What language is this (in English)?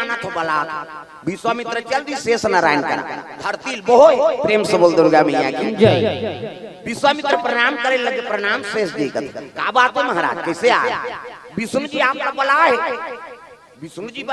Chhattisgarhi